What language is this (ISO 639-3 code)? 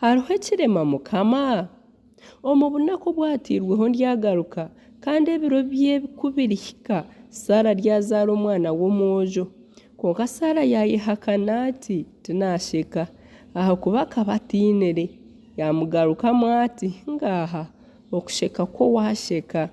nyn